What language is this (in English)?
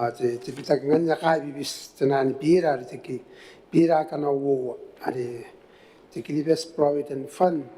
Gilbertese